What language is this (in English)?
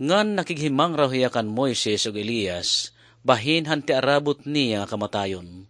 Waray